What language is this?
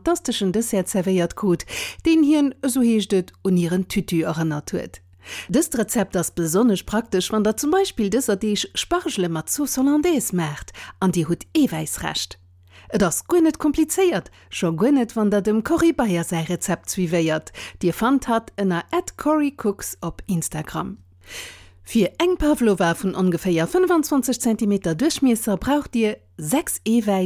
Luxembourgish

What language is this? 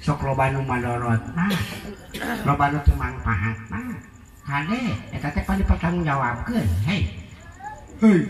Sundanese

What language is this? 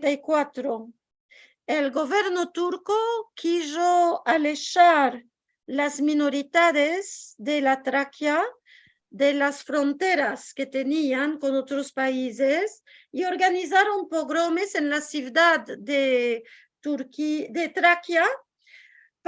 Ladino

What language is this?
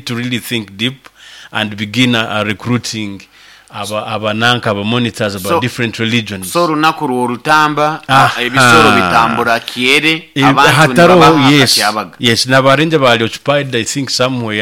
Nyoro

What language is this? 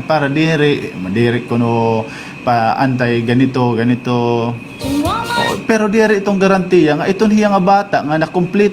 Waray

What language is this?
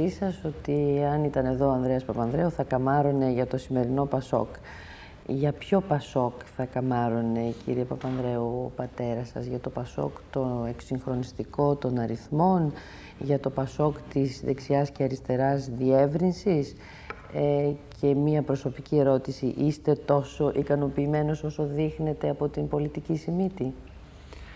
Greek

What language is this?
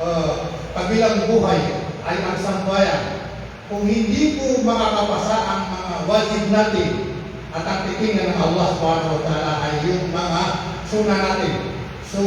Maranao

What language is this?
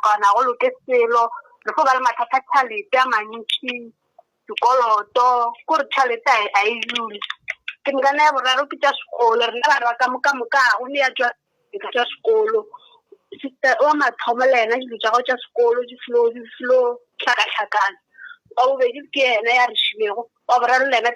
Northern Sotho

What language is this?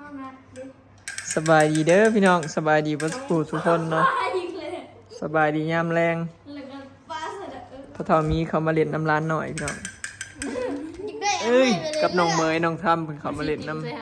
Northeastern Thai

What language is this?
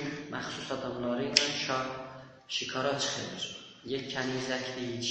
South Azerbaijani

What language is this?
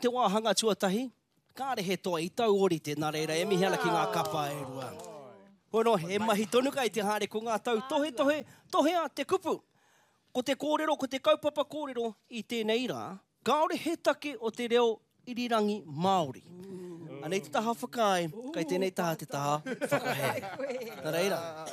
Māori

